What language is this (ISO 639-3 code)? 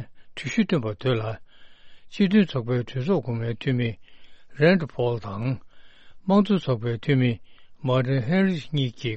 bod